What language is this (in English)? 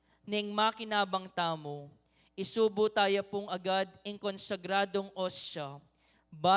Pampanga